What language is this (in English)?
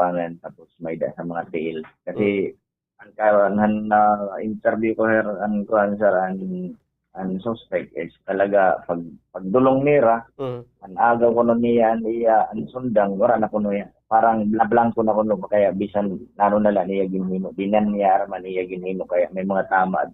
Waray